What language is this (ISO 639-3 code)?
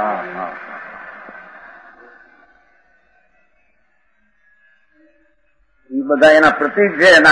guj